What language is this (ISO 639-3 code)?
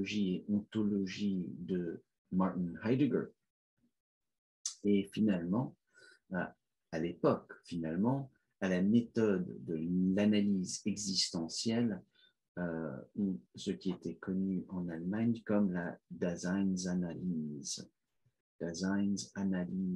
fra